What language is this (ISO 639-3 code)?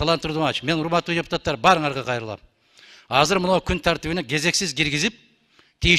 kir